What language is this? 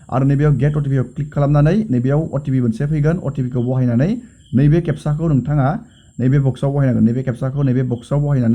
Bodo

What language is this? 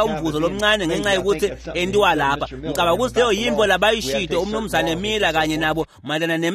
Swati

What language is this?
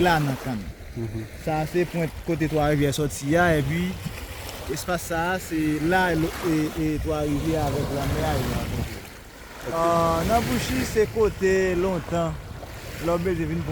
Haitian Creole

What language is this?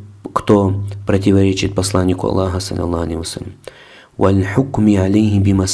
Russian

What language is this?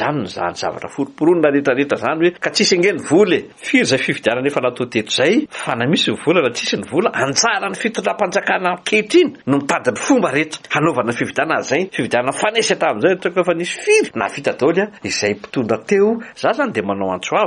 Malagasy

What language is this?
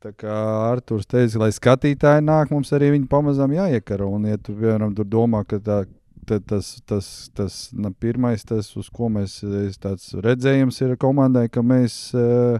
Latvian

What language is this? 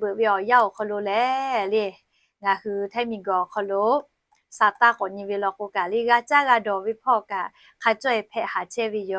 Lahu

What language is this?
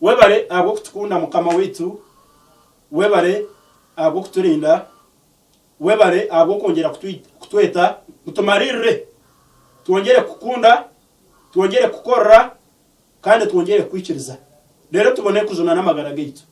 Nyankole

